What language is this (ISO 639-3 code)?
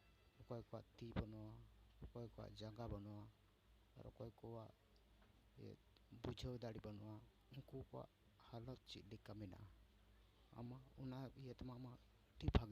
sat